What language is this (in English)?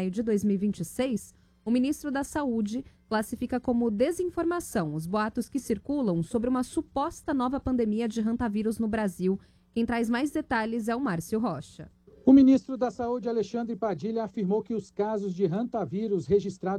Portuguese